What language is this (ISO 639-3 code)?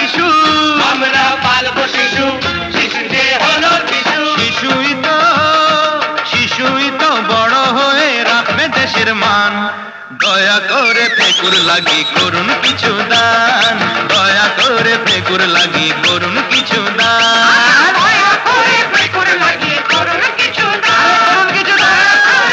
ben